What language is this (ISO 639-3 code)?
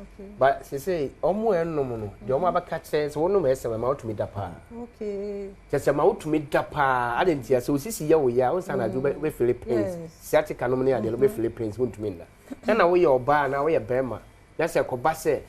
aka